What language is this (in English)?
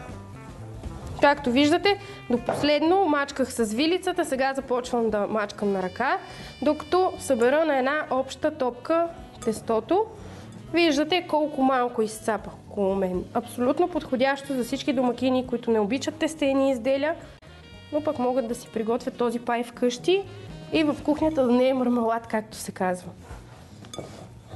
Bulgarian